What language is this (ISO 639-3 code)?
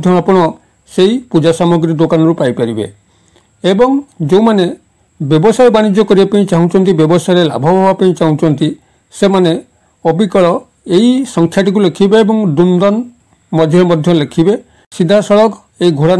ori